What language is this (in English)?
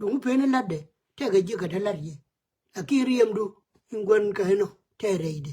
Nuer